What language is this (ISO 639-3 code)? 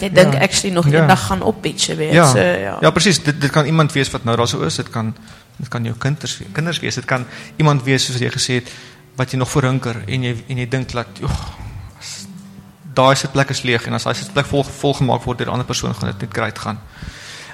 afr